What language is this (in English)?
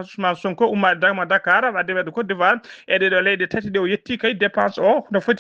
Fula